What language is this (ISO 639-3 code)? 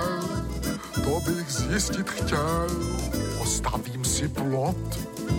ces